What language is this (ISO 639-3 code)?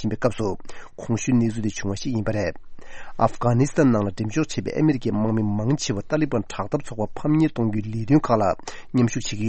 bod